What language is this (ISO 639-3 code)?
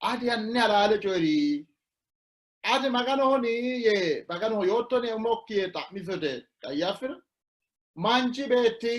sid